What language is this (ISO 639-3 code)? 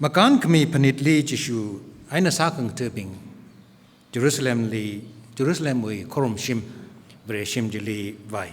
nmf